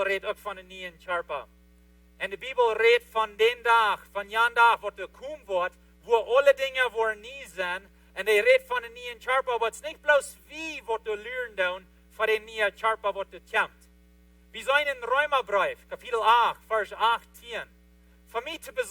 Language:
Plautdietsch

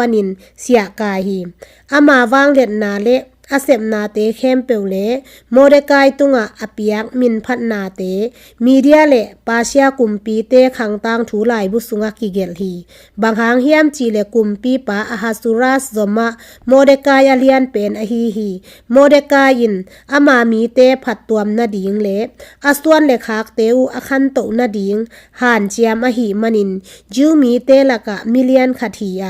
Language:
Tedim Chin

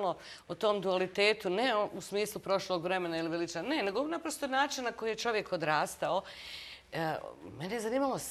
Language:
Bosnian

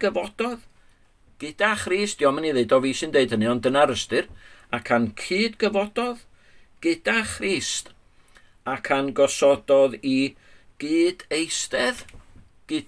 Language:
Welsh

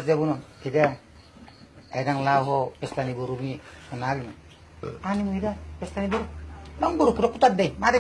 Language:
Batak Toba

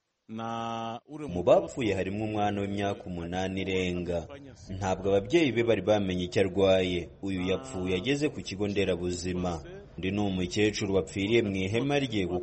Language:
Kinyarwanda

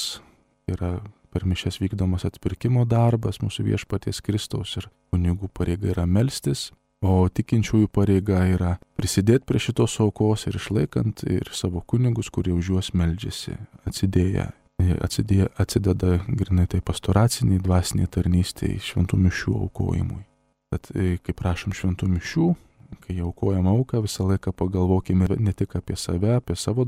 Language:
Lithuanian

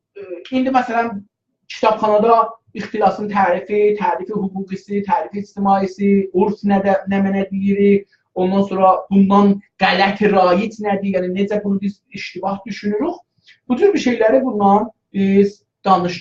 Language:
South Azerbaijani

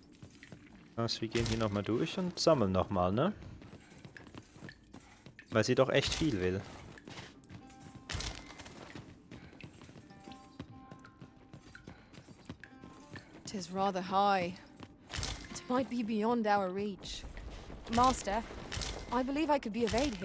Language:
German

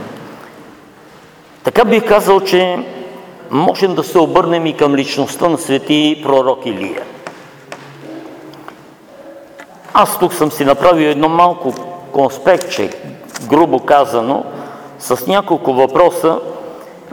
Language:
Bulgarian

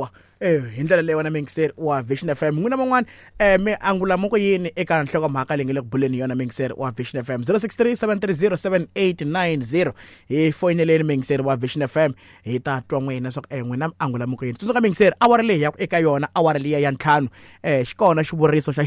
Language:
Tsonga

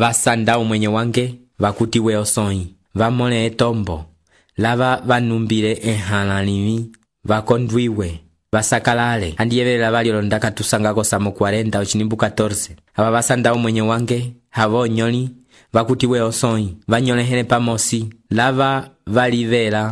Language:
Umbundu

